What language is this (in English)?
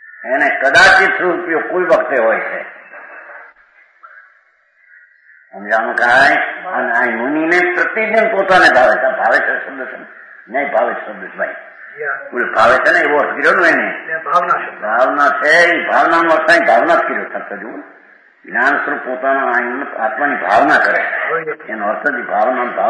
Gujarati